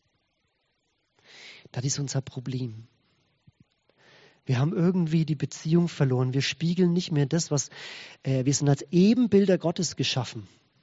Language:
German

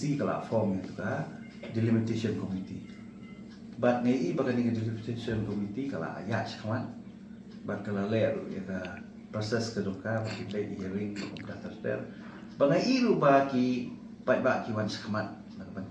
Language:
Khasi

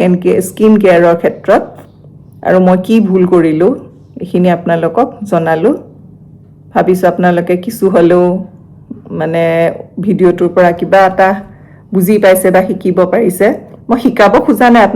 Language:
Assamese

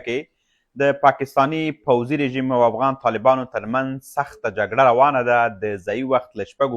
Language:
Pashto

